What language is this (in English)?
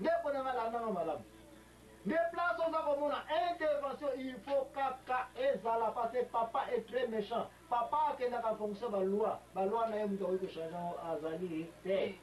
Lingala